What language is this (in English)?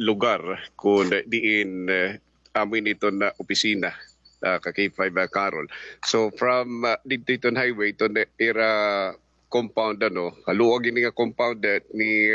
Waray